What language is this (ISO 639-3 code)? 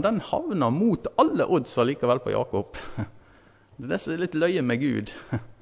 nor